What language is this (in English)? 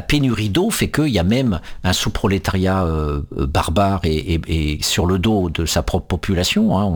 French